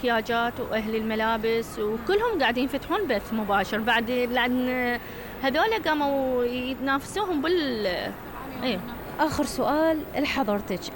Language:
Mesopotamian Arabic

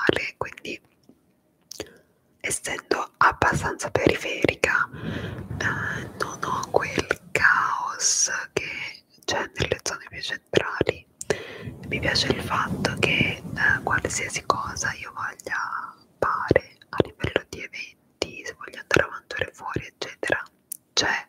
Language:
Italian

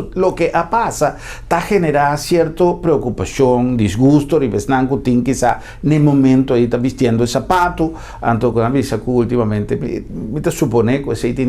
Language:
Papiamento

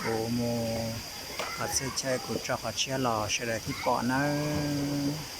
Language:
Hmong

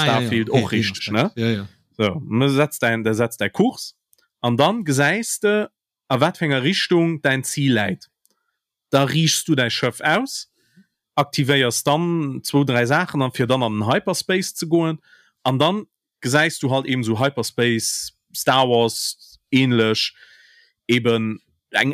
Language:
Luxembourgish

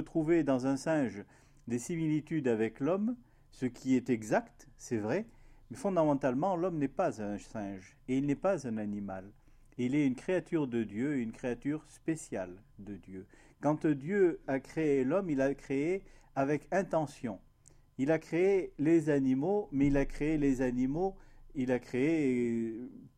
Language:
French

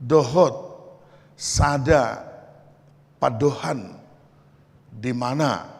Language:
Batak Toba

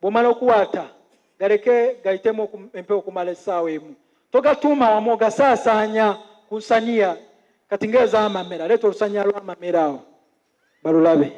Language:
Ganda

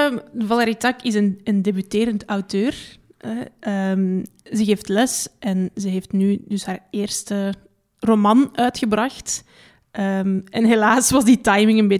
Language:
Dutch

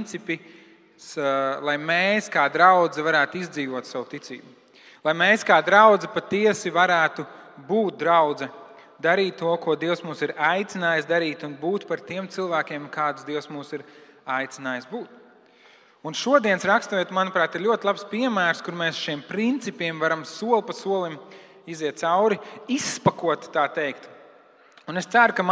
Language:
Latvian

